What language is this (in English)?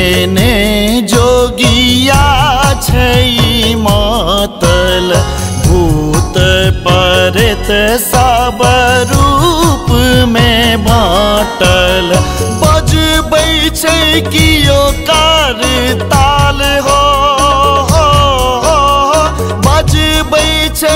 Maithili